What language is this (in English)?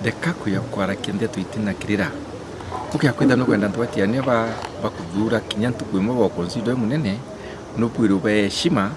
Meru